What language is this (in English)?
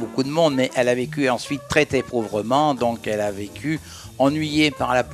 French